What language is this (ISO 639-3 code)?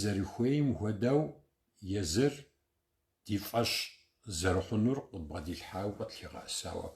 kbd